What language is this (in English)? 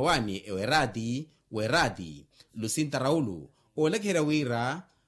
Makhuwa